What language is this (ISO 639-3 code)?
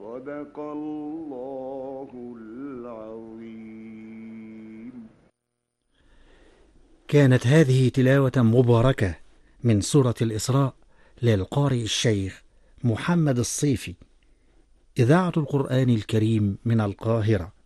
ara